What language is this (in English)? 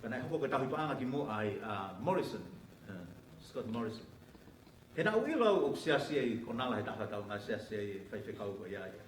Tongan